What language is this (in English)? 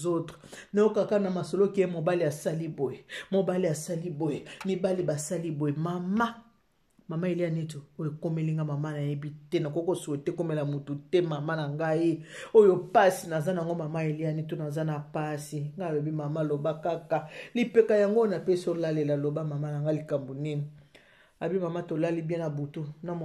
Lingala